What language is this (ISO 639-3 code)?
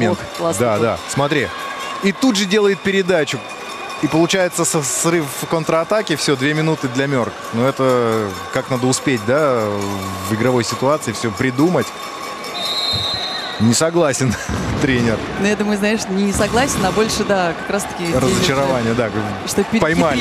rus